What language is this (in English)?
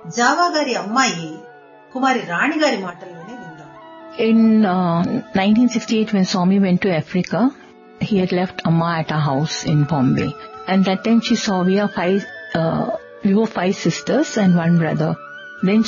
Telugu